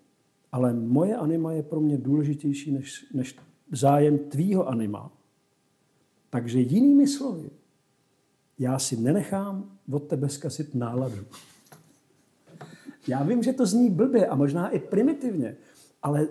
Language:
Czech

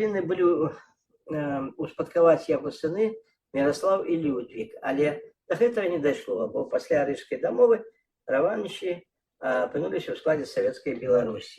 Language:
Belarusian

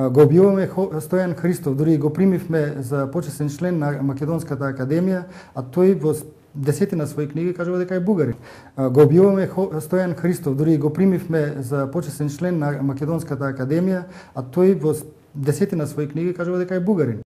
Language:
Macedonian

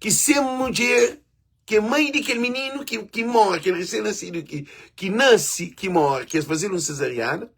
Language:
Kabuverdianu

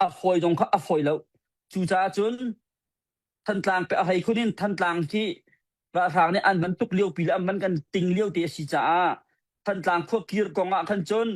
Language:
Hakha Chin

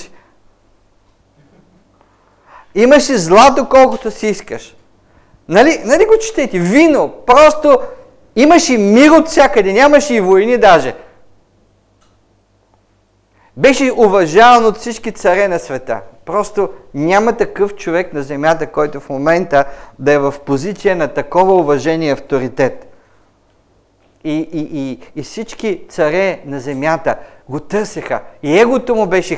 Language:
Bulgarian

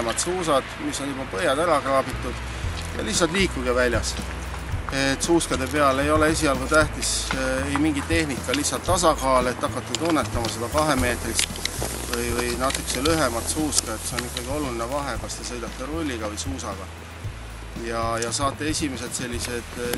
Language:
Estonian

